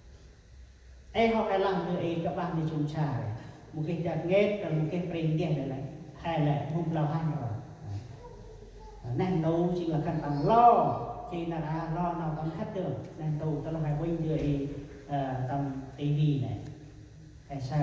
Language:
Central Mnong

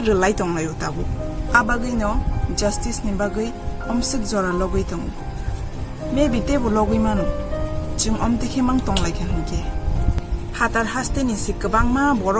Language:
Kok Borok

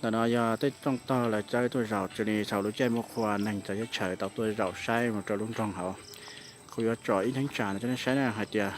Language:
Hmong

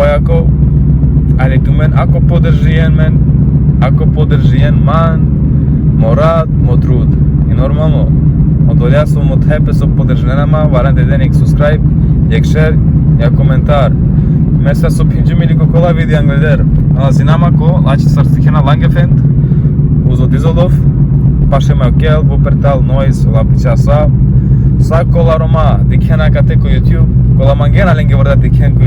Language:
Romany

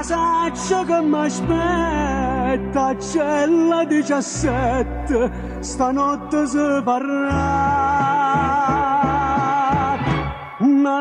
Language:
Neapolitan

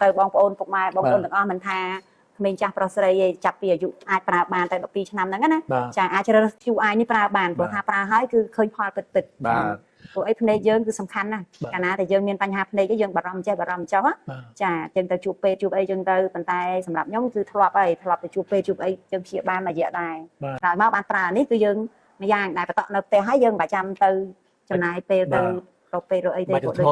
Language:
Khmer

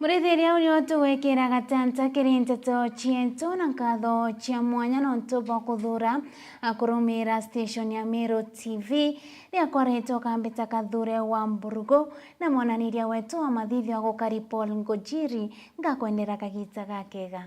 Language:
Meru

